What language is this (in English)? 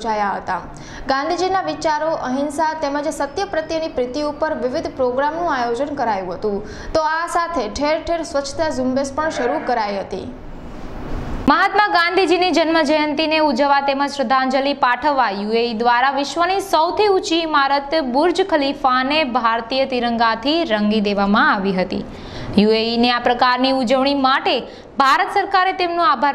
Gujarati